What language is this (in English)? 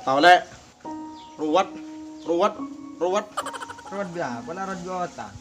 Madurese